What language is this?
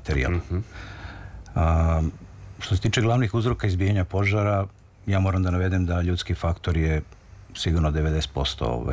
Serbian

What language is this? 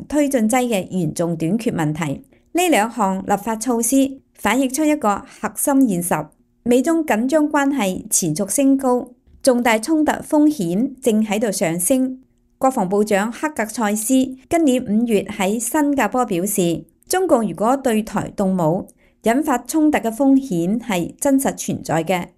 Cantonese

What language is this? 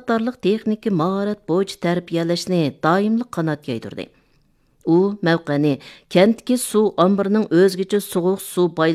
Uyghur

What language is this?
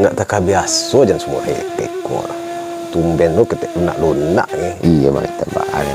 Minangkabau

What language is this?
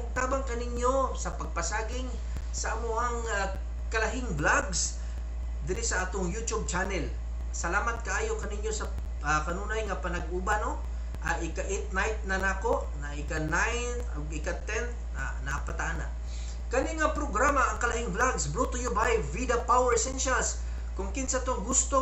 Cebuano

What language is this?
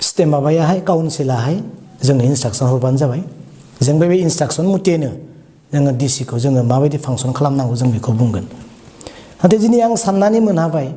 Bodo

